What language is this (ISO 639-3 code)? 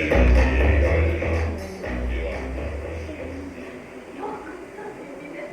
bak